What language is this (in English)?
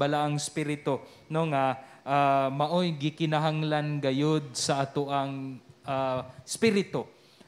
Cebuano